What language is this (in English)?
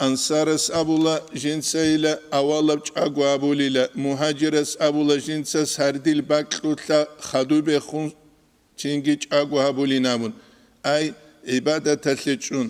Avaric